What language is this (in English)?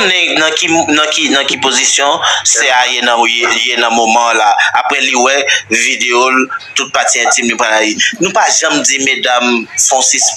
Haitian Creole